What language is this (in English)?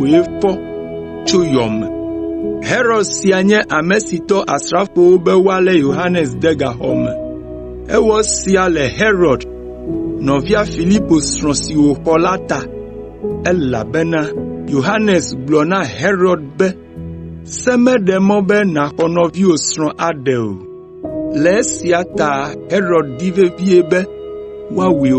Ewe